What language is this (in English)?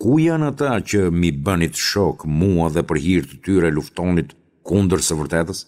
Albanian